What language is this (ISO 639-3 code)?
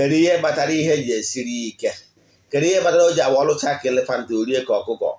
ibo